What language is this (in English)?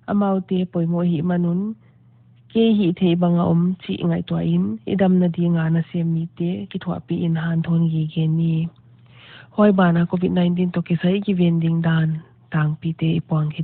Paite Chin